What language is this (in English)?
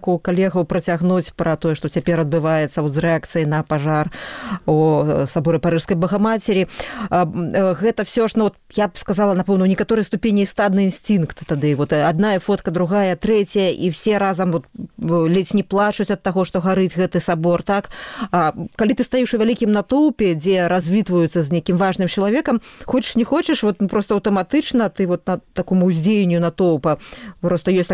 Belarusian